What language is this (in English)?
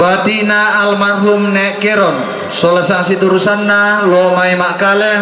Toraja-Sa'dan